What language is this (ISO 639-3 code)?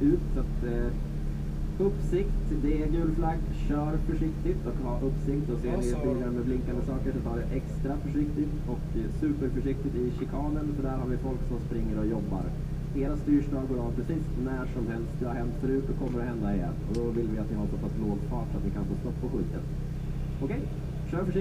swe